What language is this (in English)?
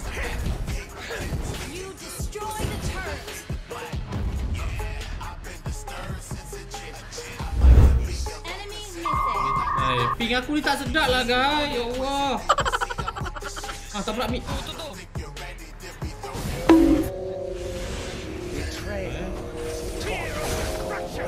Malay